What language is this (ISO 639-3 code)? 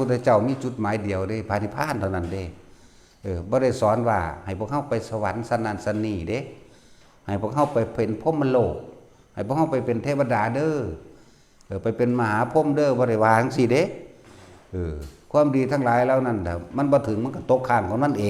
tts